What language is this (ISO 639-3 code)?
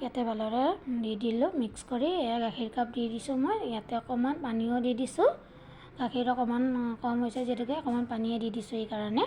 asm